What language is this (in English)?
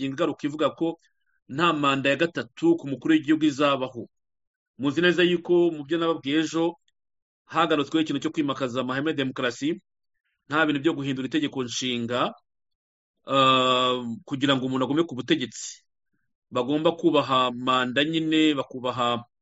Kinyarwanda